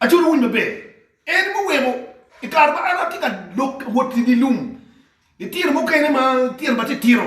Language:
Acoli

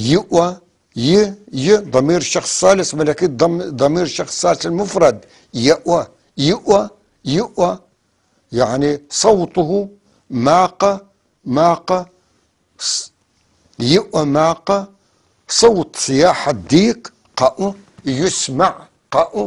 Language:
North Levantine Arabic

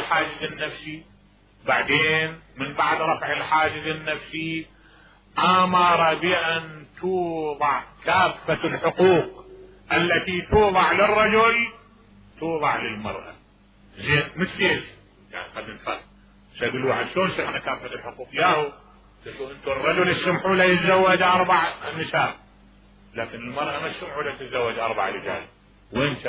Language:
Mesopotamian Arabic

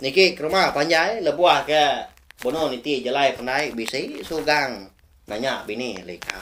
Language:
Iban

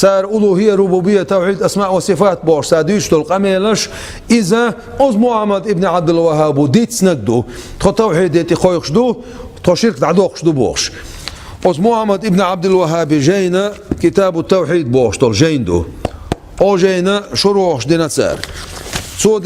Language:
Chechen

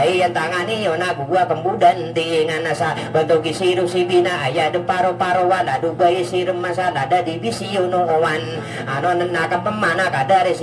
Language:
Maranao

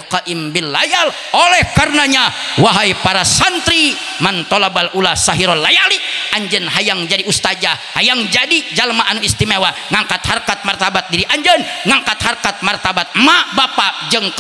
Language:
Sundanese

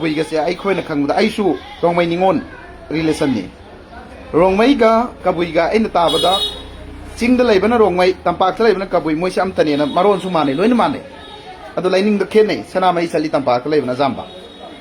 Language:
Manipuri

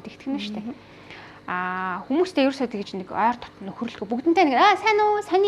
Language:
Mongolian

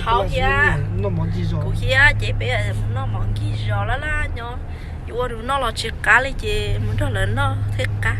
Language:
Hmong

